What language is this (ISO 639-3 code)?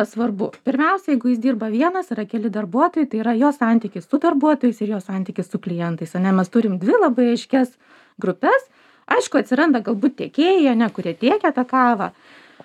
lit